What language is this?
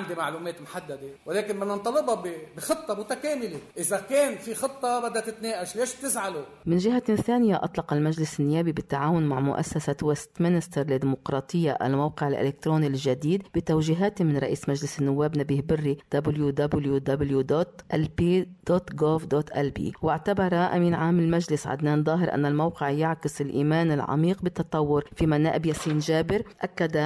North Levantine Arabic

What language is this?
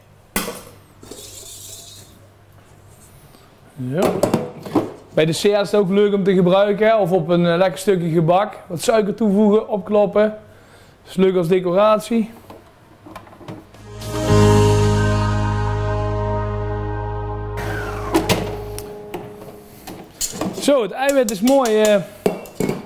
Dutch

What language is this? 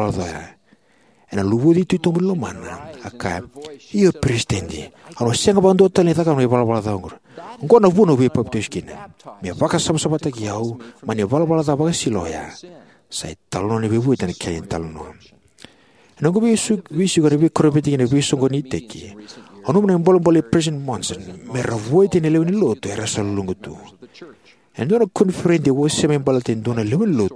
Fijian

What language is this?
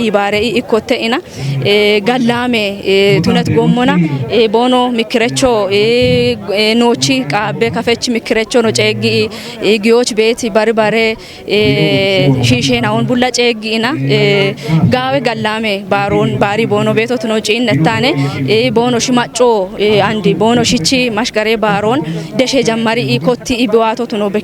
Kafa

